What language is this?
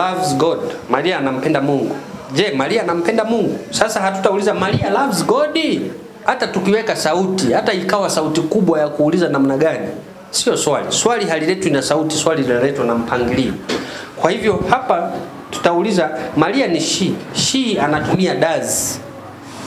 Swahili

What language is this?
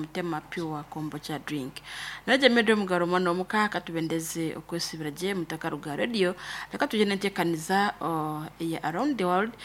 Nyankole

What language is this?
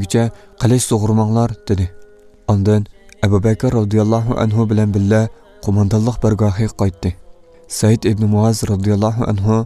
Uyghur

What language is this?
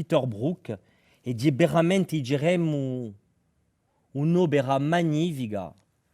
Corsican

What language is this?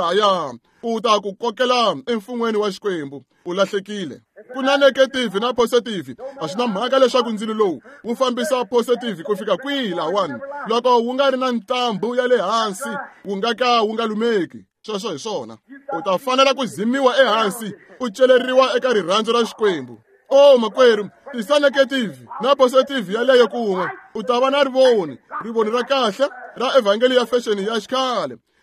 Tsonga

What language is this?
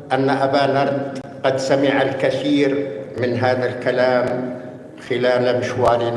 North Levantine Arabic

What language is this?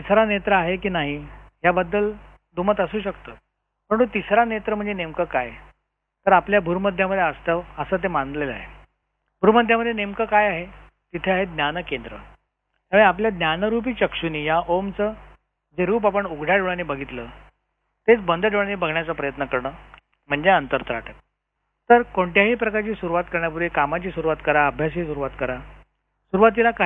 Marathi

